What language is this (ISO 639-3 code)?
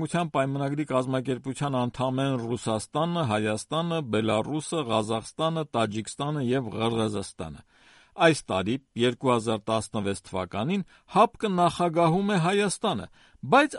hye